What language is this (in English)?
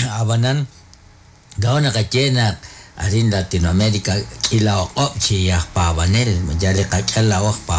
Kekchí